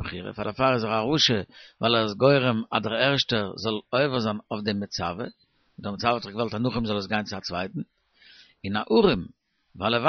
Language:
Yiddish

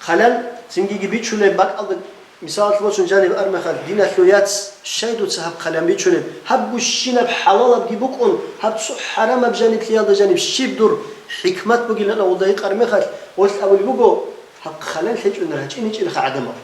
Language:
Avaric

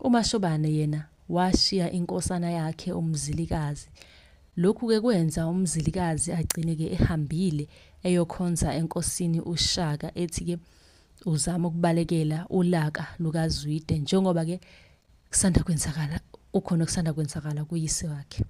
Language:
Zulu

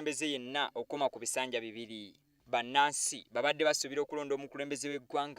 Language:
Ganda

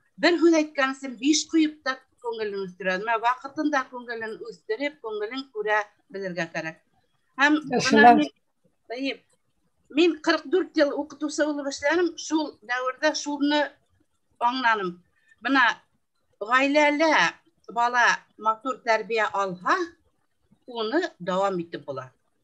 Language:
Bashkir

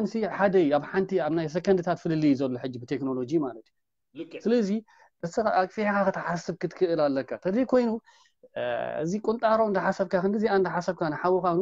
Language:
Tigrinya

